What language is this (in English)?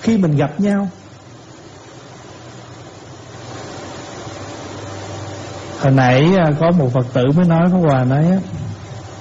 Vietnamese